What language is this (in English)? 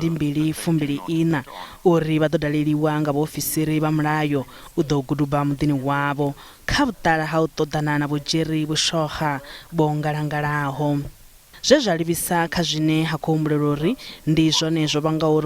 Venda